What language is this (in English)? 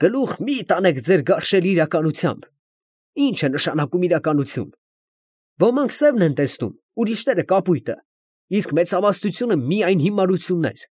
Armenian